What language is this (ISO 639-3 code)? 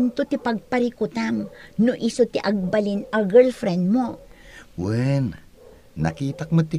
ilo